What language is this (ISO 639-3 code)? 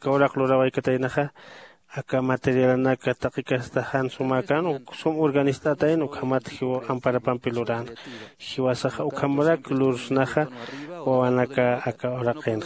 aym